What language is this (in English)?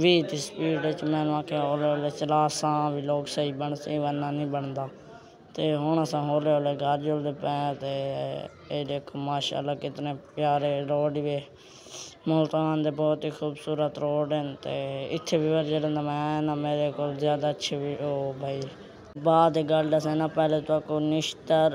Saraiki